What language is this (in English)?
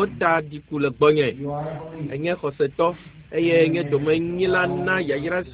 Ewe